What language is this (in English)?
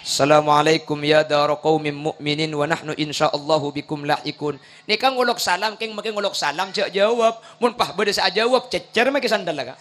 Madurese